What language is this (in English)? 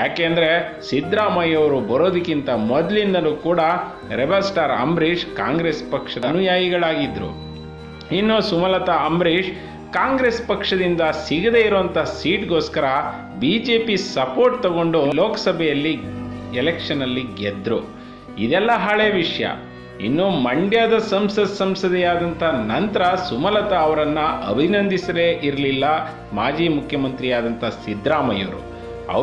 Kannada